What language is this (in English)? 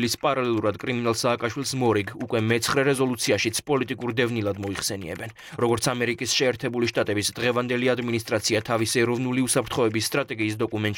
Georgian